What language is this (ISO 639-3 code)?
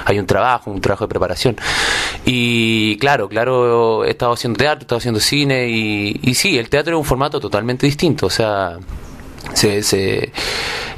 spa